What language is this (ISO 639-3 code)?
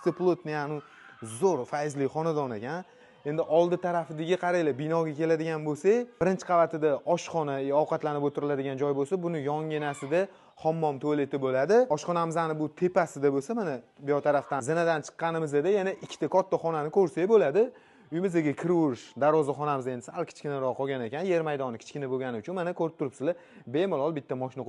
uzb